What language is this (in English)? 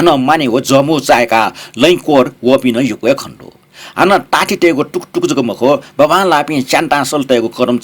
Newari